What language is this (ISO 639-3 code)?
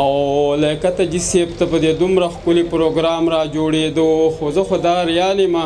pus